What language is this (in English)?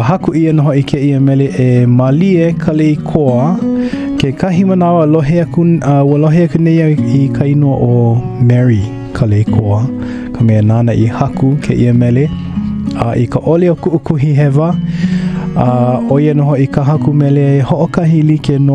Hawaiian